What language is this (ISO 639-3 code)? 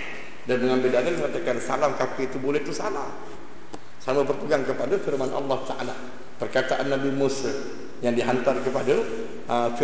msa